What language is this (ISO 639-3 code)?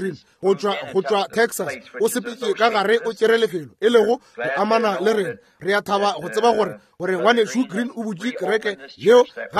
nso